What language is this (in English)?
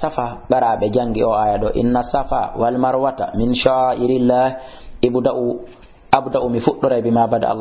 Fula